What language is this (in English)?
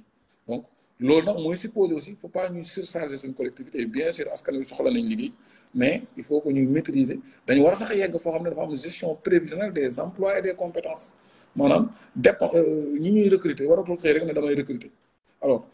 Wolof